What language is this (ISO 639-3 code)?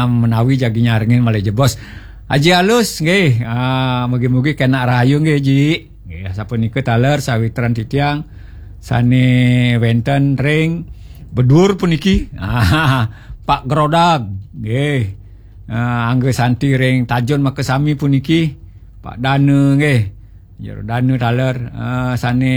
ban